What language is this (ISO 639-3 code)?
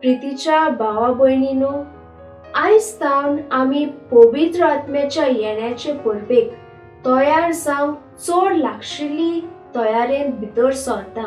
kok